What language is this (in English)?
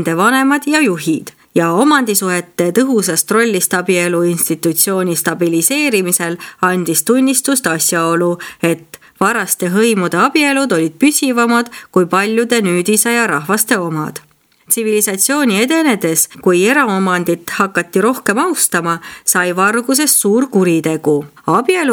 Estonian